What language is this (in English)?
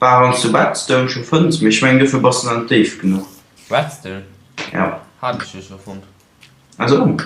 Luxembourgish